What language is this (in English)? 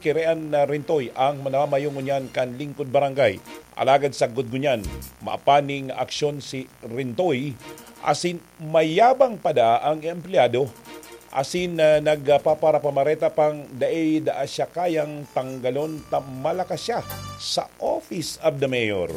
Bikol